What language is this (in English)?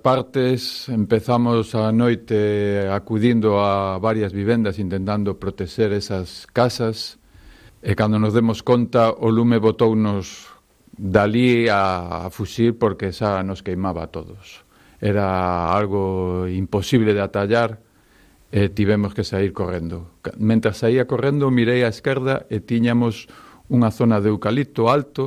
Galician